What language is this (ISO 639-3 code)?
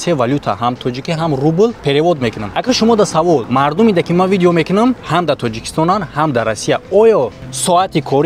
tgk